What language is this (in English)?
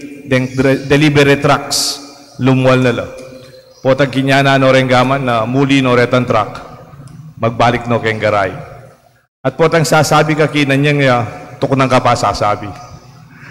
Pampanga